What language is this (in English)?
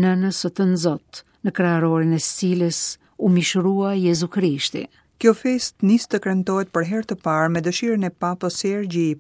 Albanian